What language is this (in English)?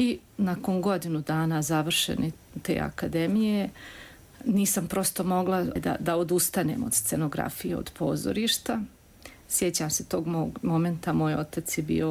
Bosnian